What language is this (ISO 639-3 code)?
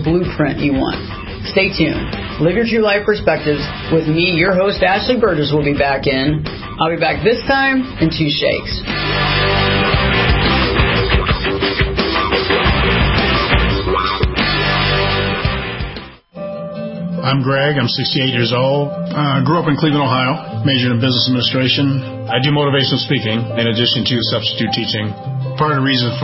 eng